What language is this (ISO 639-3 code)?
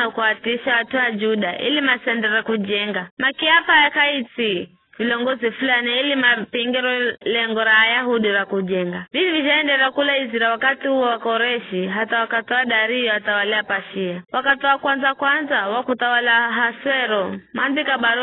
nyf